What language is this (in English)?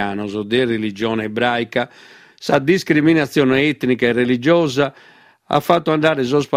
Sardinian